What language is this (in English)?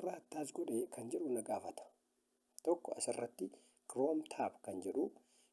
Oromo